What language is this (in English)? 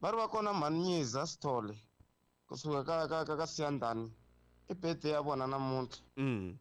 Tsonga